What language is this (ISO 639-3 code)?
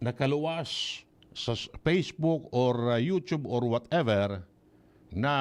bik